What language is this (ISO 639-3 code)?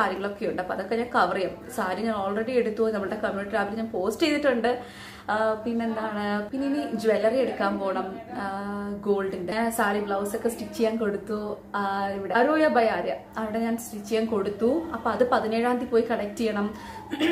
mal